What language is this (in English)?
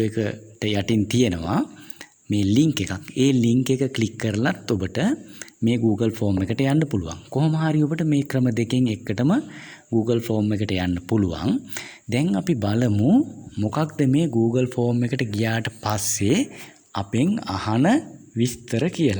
Sinhala